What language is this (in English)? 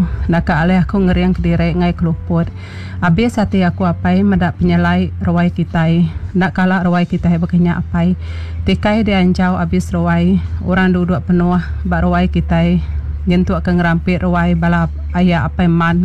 Iban